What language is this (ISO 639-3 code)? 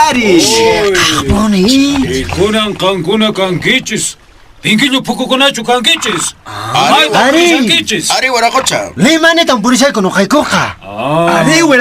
que